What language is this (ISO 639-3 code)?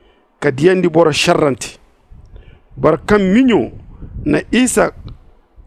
dje